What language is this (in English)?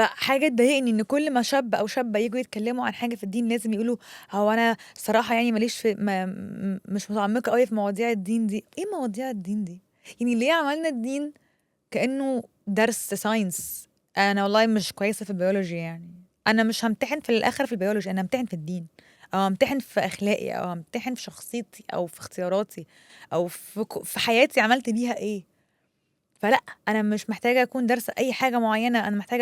Egyptian Arabic